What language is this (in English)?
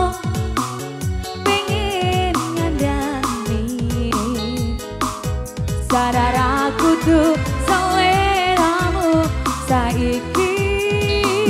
Javanese